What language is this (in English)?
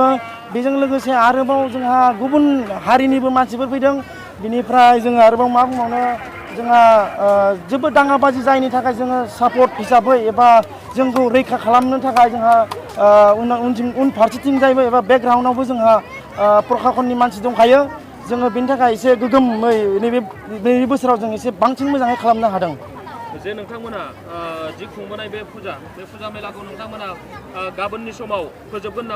Bodo